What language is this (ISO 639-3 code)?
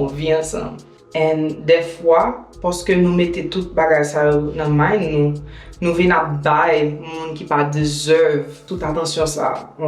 hat